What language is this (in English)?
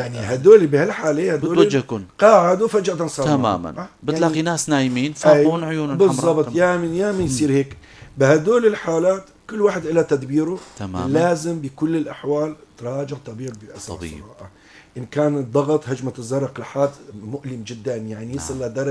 North Levantine Arabic